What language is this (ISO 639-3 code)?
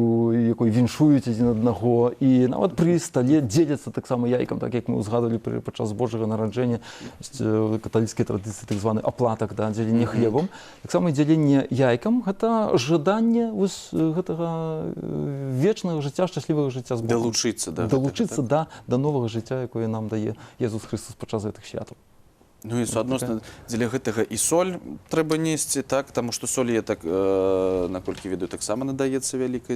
bel